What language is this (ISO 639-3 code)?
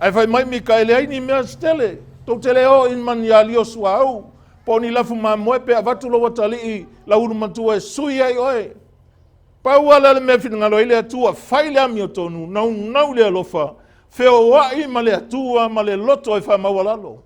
smo